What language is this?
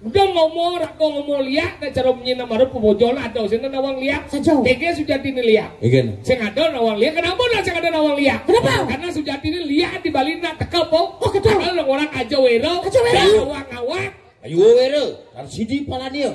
Balinese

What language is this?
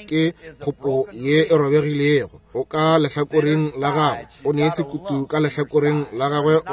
Northern Sotho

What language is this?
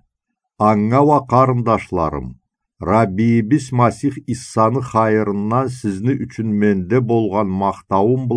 Karachay-Balkar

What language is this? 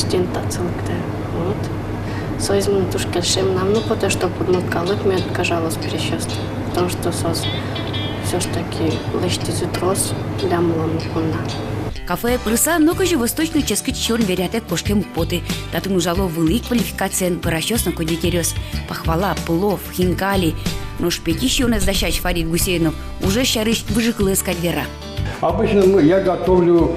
Udmurt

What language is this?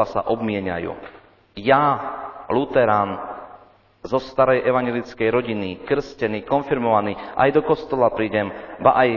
Slovak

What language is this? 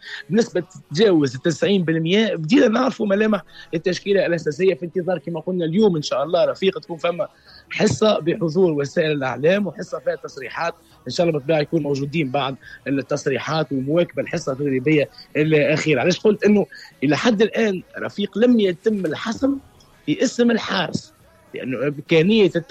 Tunisian Arabic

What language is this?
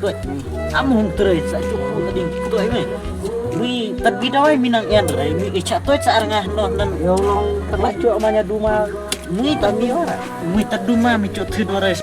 Khasi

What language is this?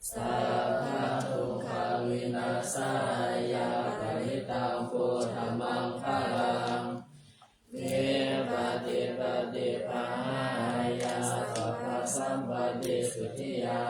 Pali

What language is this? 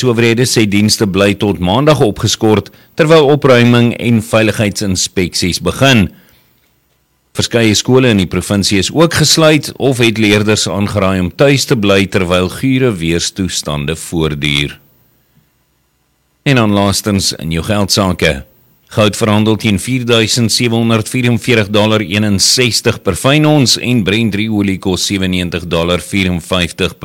Afrikaans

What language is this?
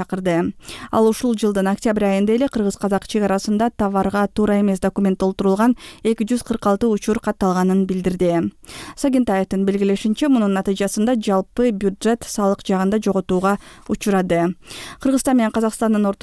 Kyrgyz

